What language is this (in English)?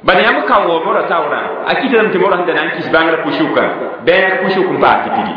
Mossi